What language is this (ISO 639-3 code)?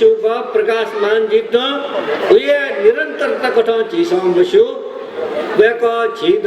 new